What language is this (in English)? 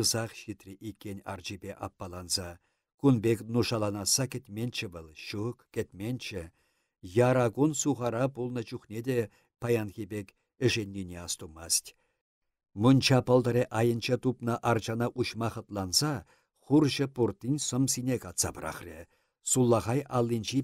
Chuvash